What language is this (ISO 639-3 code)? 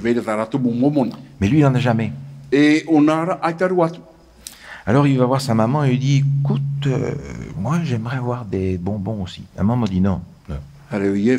tah